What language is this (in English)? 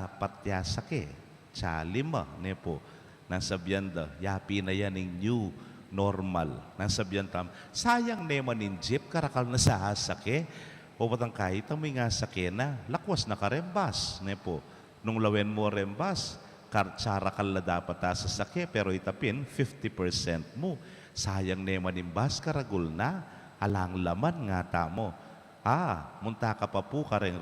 Pampanga